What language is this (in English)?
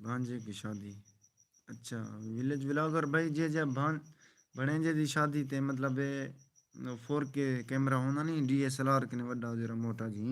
Saraiki